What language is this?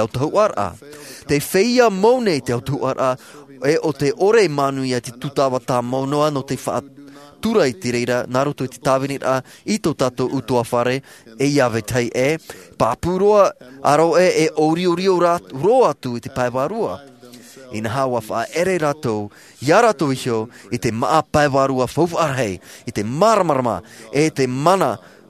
Tahitian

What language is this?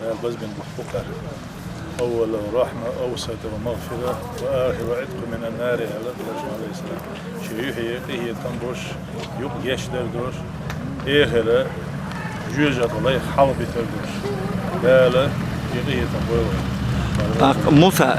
Chechen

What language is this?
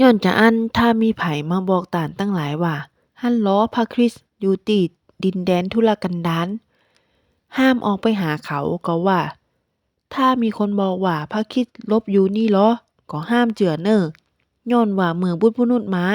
Northern Thai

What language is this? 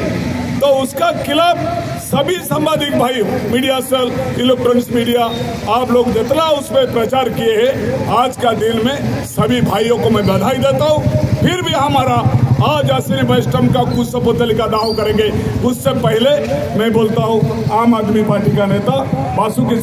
Hindi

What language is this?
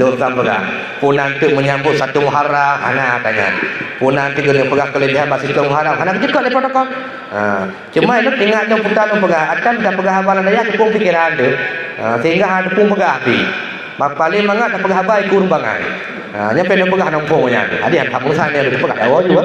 Achinese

